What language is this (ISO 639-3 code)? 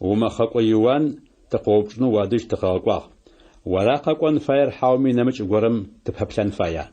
ady